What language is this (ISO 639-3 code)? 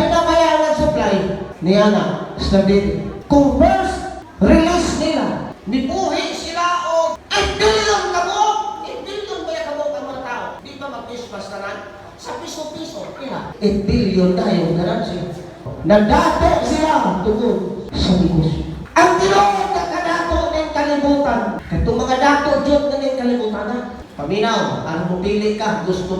ceb